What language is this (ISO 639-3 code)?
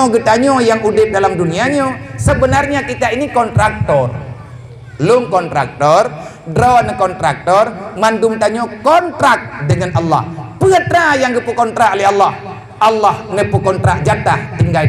ace